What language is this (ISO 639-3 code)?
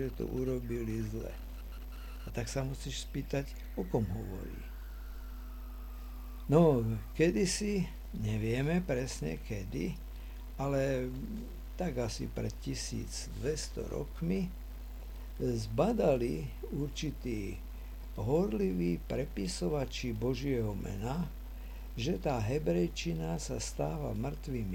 slk